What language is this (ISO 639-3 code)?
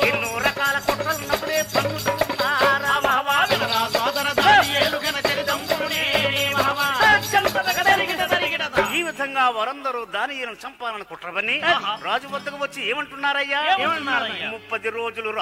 tel